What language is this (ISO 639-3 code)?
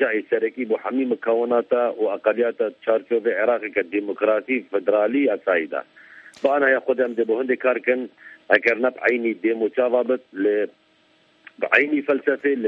kur